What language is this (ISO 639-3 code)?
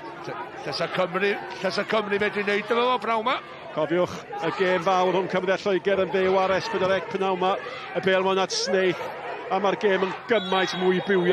cym